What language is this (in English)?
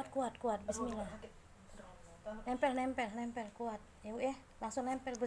Musi